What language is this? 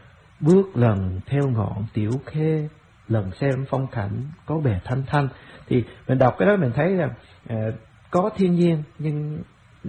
Vietnamese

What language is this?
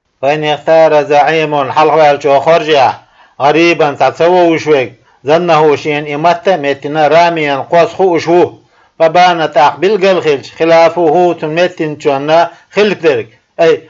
Chechen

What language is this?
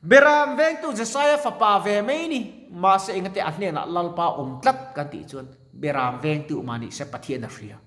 Mizo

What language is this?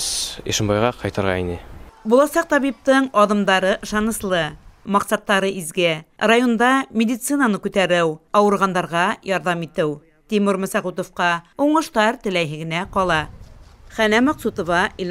Bashkir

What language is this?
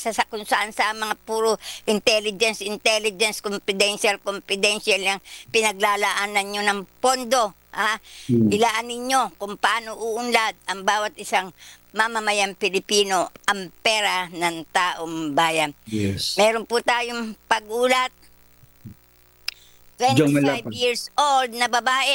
Filipino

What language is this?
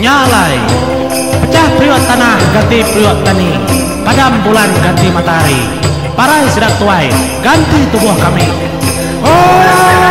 Iban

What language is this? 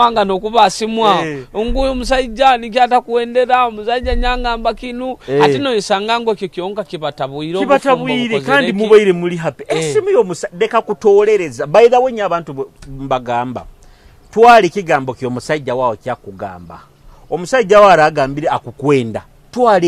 Nyoro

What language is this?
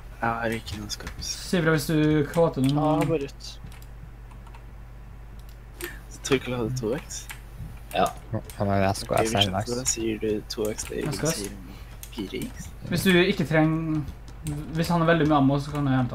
Norwegian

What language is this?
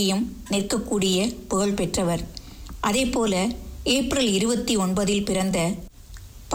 Tamil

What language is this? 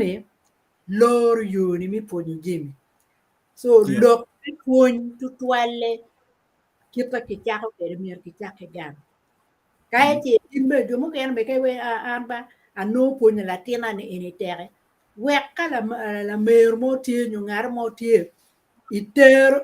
Acoli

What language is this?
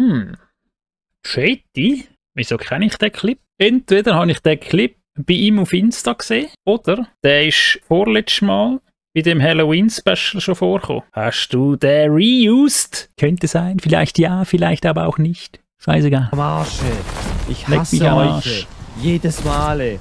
Swiss German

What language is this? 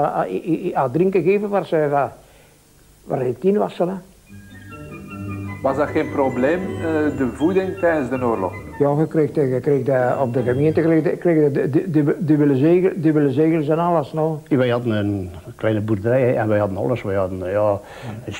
Dutch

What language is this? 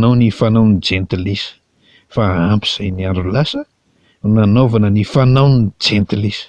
Malagasy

